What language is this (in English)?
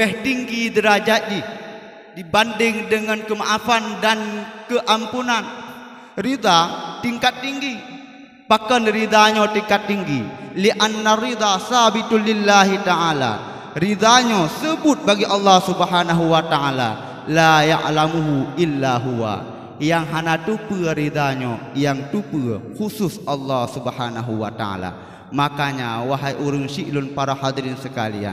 Achinese